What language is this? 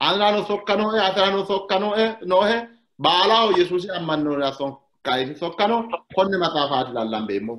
Sidamo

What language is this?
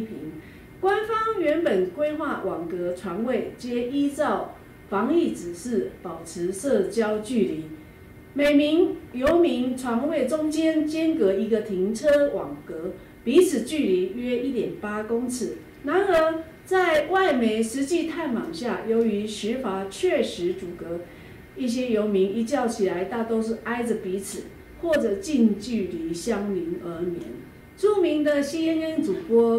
Chinese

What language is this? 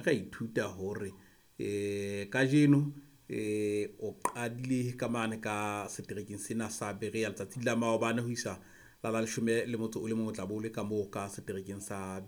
Southern Sotho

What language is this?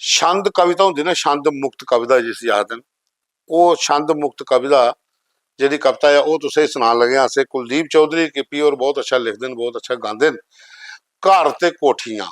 Dogri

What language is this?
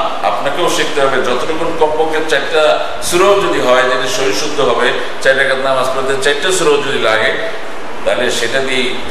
Bangla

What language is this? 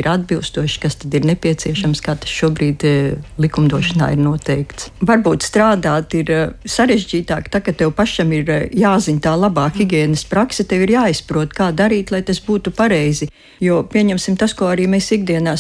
Latvian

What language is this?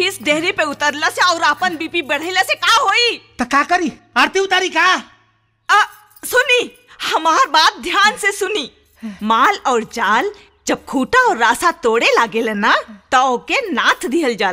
Bhojpuri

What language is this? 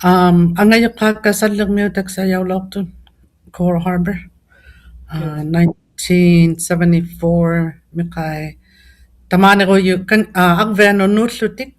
Inuktitut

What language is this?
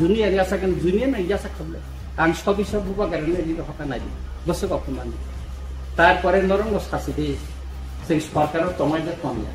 Kok Borok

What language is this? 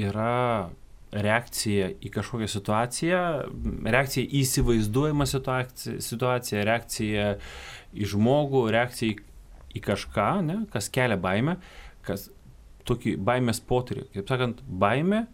Lithuanian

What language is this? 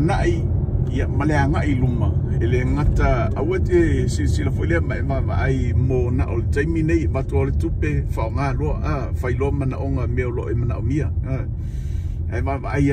Samoan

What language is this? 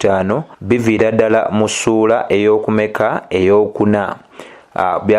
Ganda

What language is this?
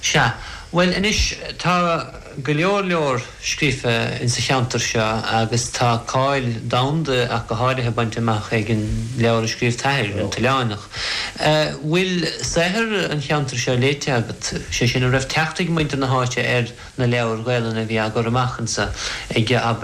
Irish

